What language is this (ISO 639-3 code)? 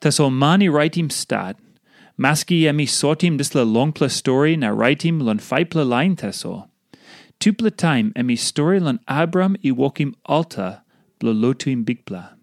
tpi